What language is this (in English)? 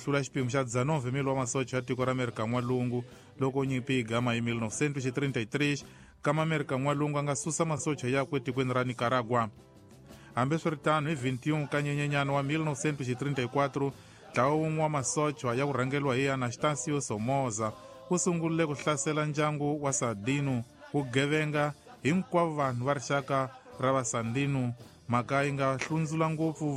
Tsonga